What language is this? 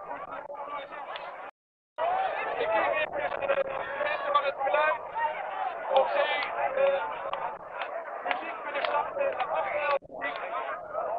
Dutch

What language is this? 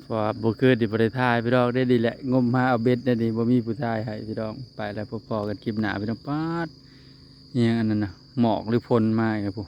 Northeastern Thai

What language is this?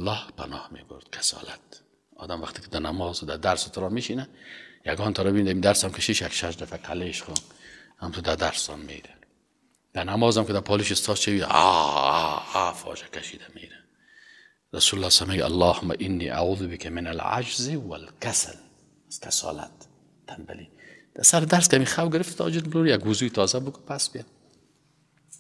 Persian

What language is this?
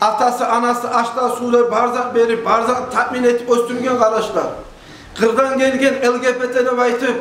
Kumyk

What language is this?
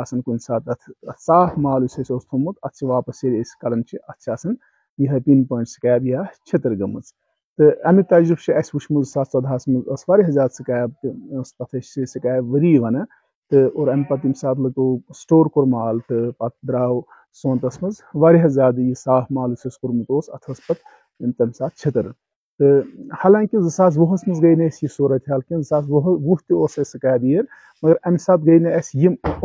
Kashmiri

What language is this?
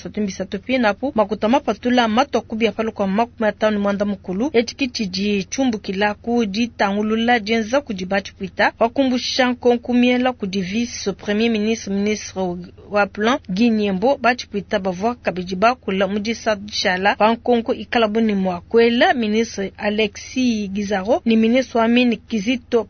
Luba-Lulua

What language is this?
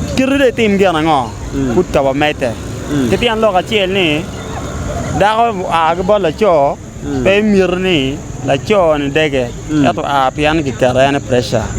Acoli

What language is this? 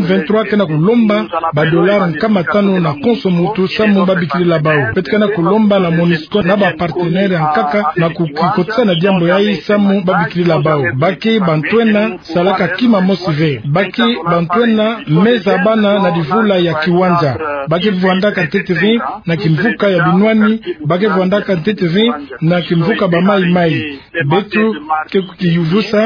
Kituba (Democratic Republic of Congo)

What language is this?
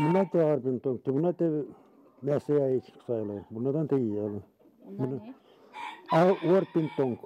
Gagauz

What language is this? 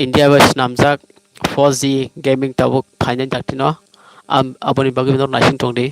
Kok Borok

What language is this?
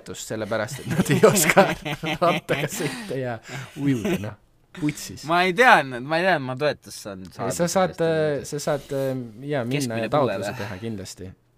Estonian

